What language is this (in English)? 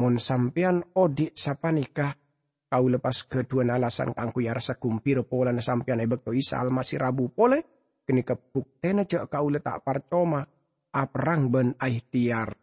Madurese